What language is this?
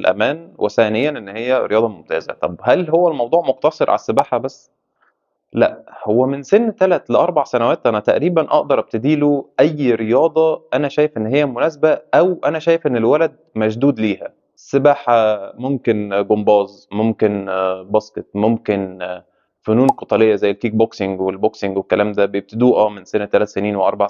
Egyptian Arabic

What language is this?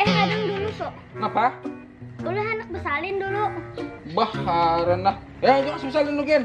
Banjar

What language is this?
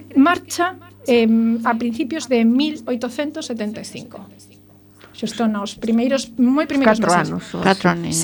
Galician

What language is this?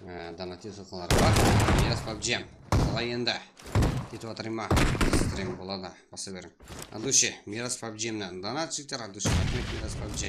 Kara-Kalpak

